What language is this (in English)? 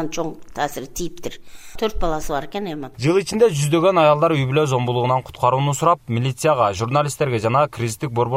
Kyrgyz